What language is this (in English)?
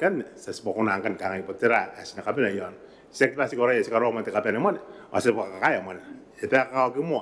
Gilbertese